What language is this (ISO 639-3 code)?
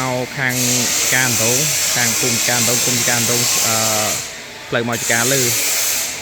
khm